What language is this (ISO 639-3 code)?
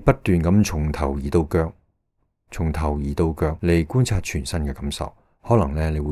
yue